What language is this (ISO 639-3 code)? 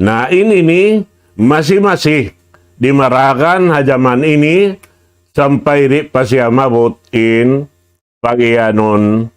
tsg